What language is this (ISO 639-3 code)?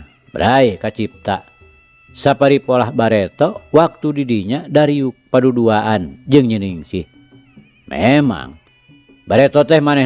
sun